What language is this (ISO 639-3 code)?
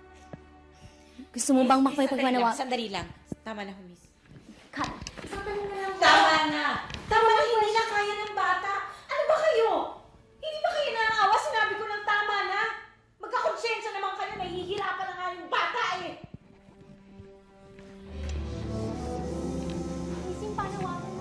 fil